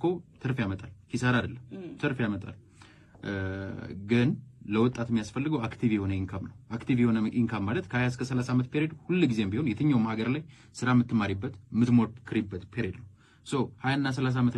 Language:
Amharic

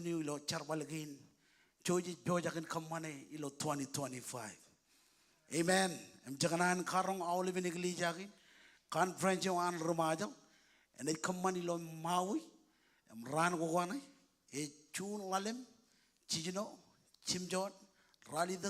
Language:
Marshallese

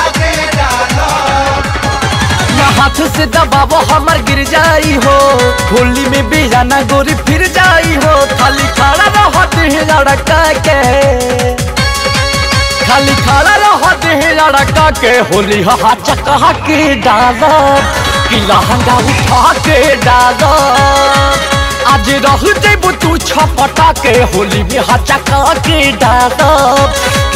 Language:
Bhojpuri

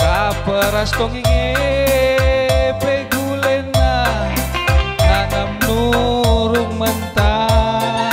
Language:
Batak Karo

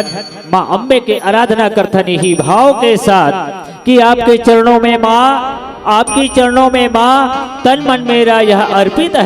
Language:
Chhattisgarhi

